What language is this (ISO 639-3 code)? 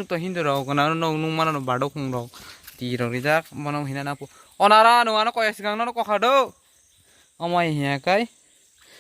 trp